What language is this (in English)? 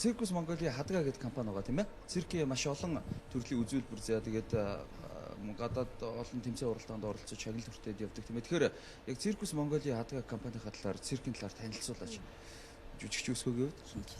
Mongolian